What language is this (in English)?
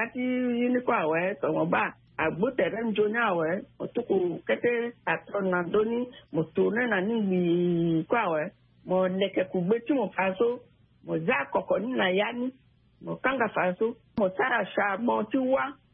Sango